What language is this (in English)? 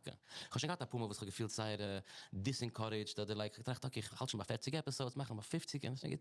Yiddish